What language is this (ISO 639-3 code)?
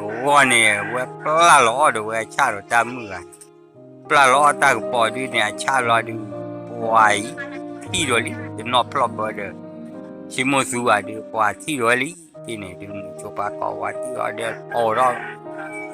ksw